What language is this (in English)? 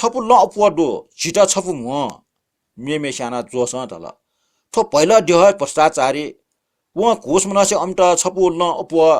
Newari